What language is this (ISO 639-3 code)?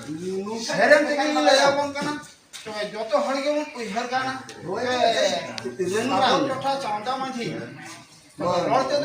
sat